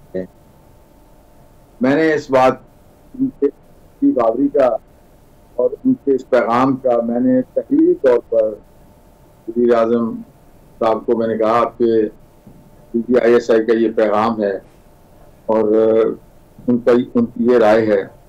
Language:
Urdu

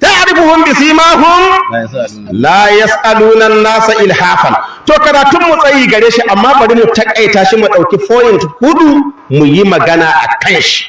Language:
Hausa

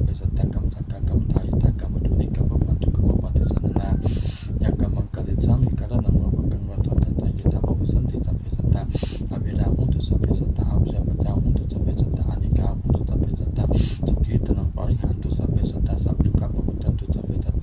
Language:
Pali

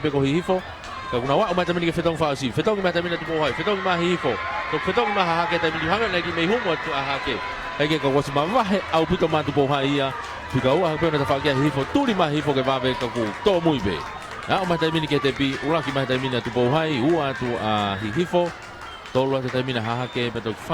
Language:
Tongan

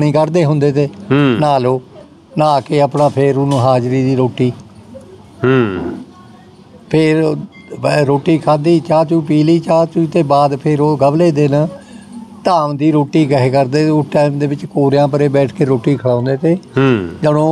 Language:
Punjabi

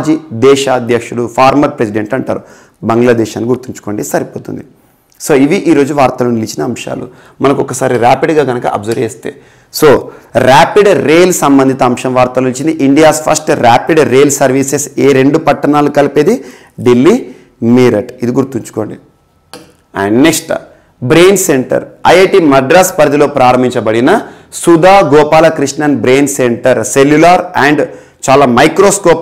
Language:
Telugu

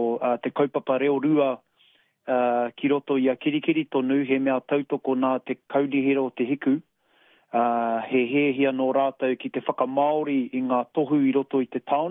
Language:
Māori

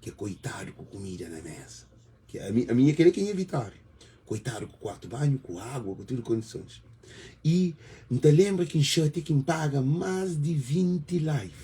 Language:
Kabuverdianu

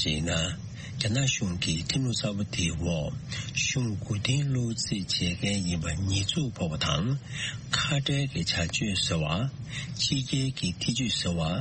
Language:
Tibetan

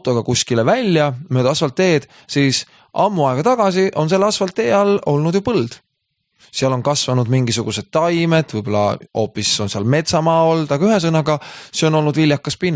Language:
Estonian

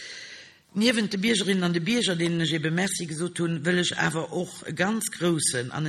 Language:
Luxembourgish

